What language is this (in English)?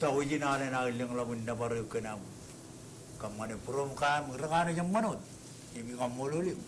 Marshallese